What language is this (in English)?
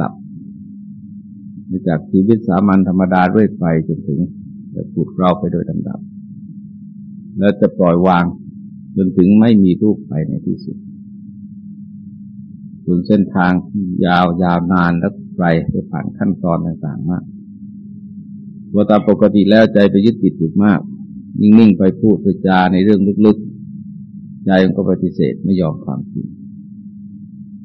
Thai